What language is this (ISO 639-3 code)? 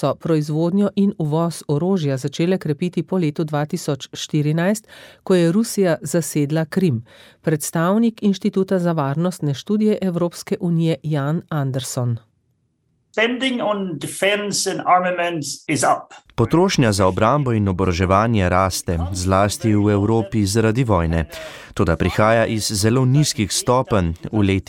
slv